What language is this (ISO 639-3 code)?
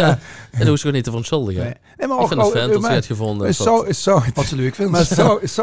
lim